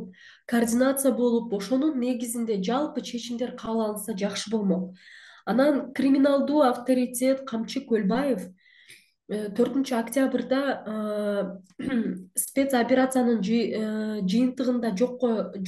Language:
Kyrgyz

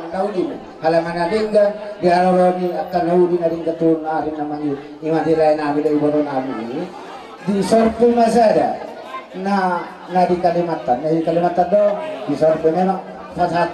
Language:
Batak Toba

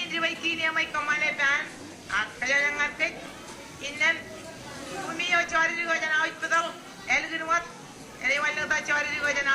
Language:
Marshallese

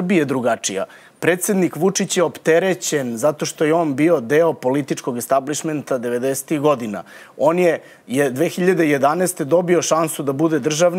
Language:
Serbian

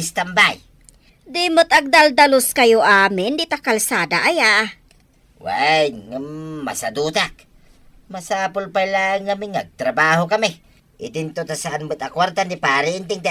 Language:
Iloko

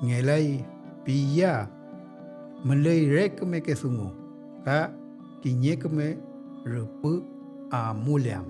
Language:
Mapuche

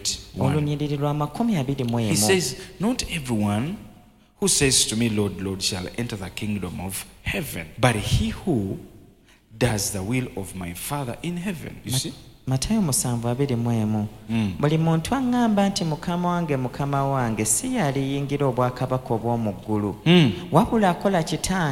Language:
Ganda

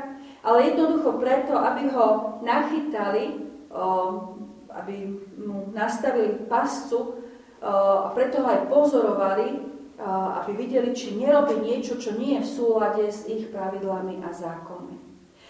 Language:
Slovak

